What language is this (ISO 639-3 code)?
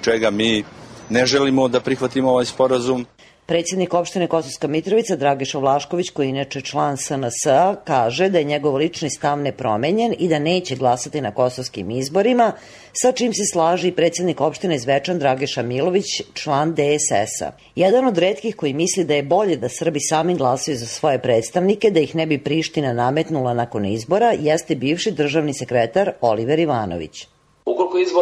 srp